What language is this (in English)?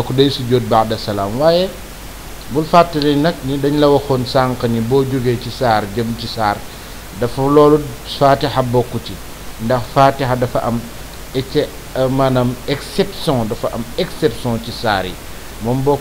Wolof